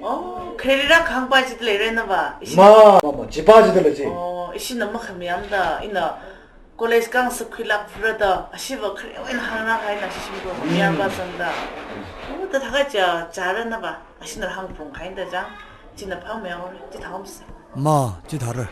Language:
Tangkhul Naga (India)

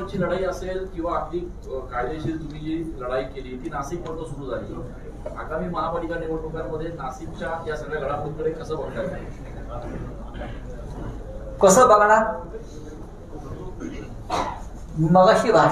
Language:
Marathi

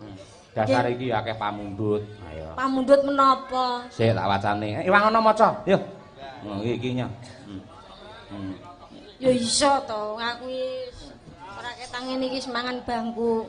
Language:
Javanese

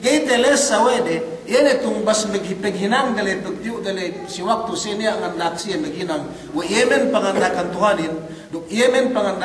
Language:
Yakan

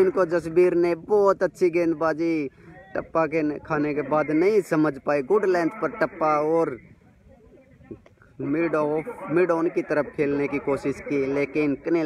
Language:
Hindi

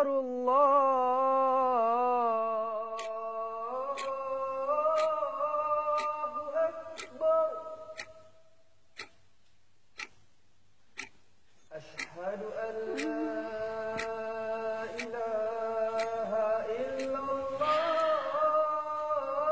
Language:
Malay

